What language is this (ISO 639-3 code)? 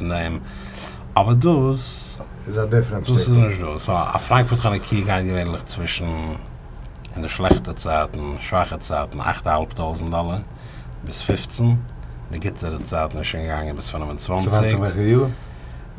yid